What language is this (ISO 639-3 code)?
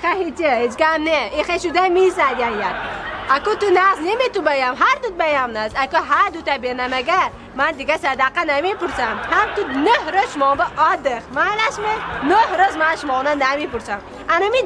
tgk